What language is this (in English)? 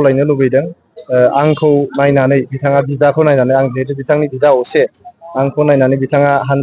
Bodo